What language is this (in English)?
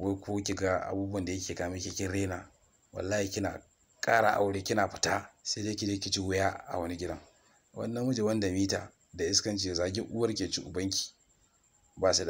Hausa